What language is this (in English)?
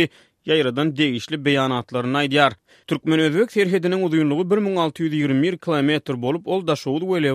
Turkmen